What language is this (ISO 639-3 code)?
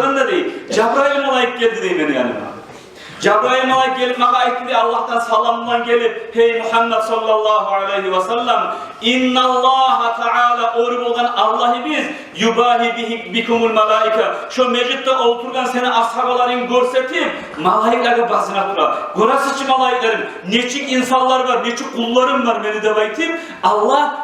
kum